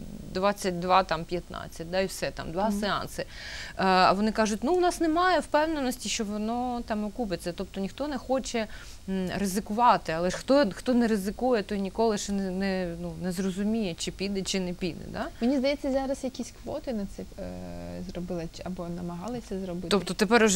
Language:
Ukrainian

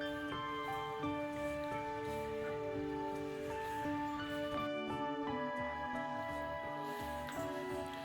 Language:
Lao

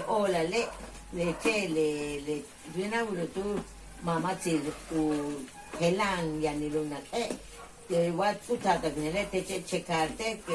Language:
Yucateco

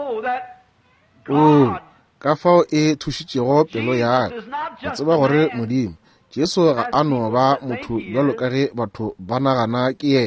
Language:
Northern Sotho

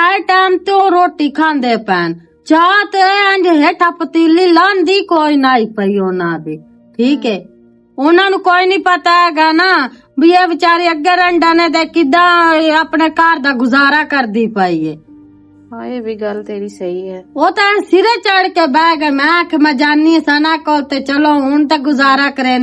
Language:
Western Panjabi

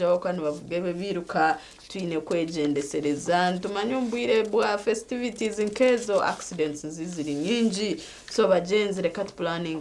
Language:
Nyankole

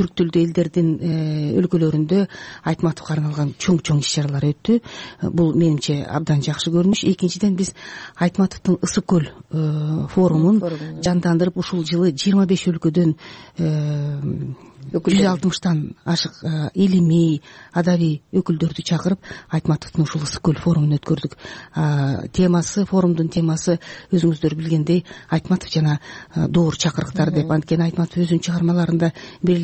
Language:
Kyrgyz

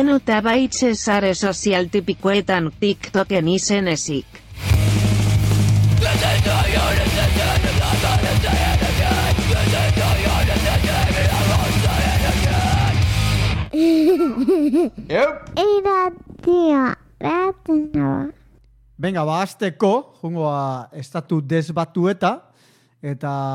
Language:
Basque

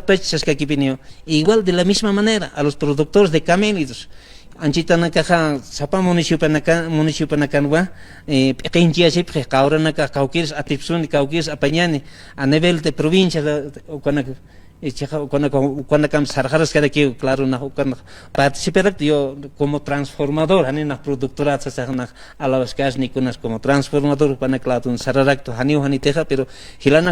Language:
Aymara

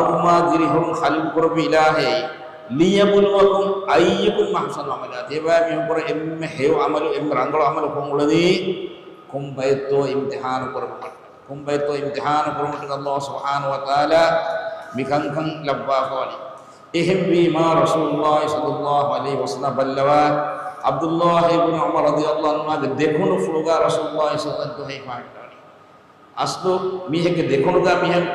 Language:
Divehi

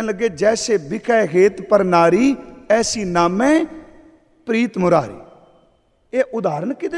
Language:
Punjabi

